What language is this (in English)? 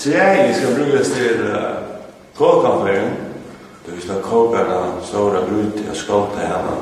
Faroese